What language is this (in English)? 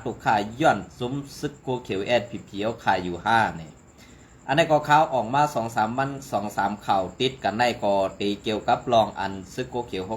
Shan